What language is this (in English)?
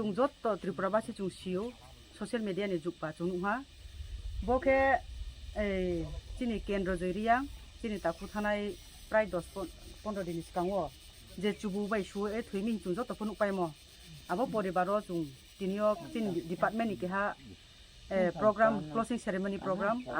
Riang (India)